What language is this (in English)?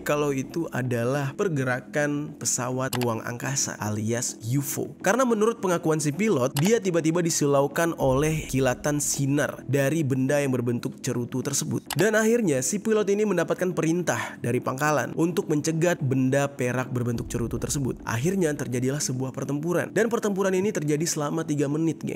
Indonesian